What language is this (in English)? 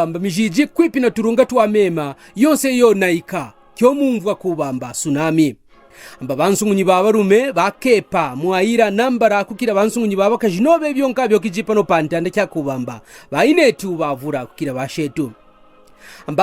Kaonde